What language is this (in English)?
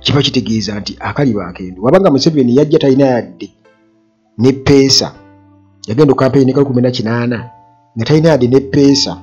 Ganda